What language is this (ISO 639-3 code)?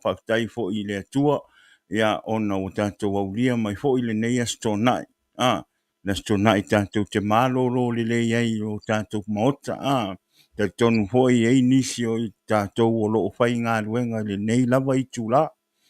smo